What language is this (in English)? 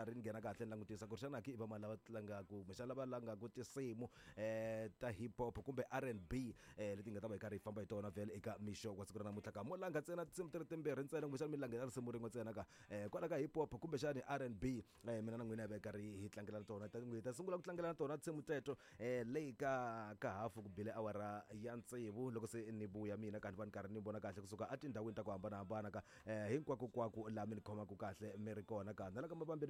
Tsonga